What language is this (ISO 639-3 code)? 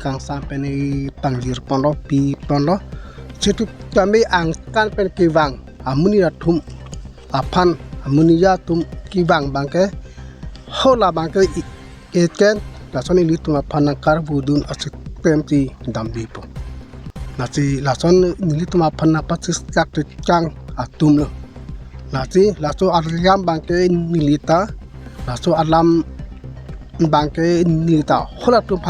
mjw